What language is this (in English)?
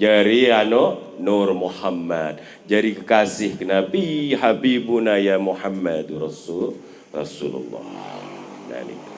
Sasak